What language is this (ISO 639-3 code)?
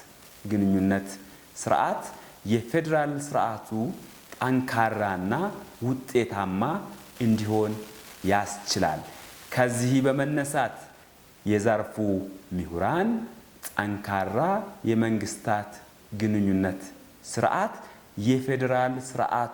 amh